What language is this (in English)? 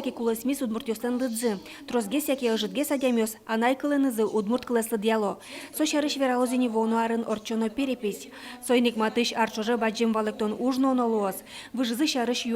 Udmurt